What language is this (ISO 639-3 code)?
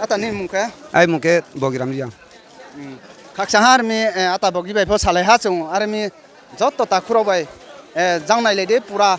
ria